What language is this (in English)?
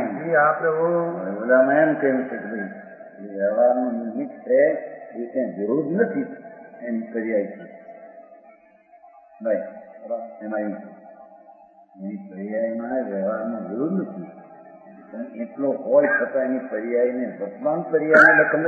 Gujarati